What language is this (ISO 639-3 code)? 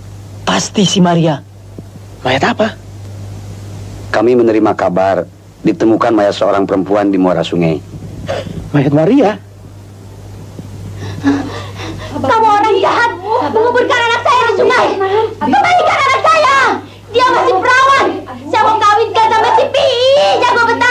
ind